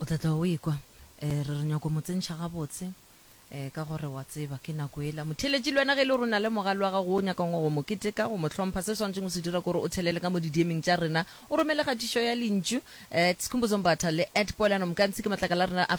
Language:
Northern Sotho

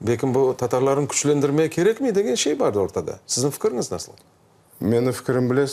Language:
Crimean Tatar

